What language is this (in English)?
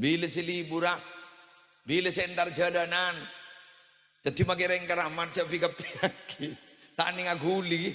Madurese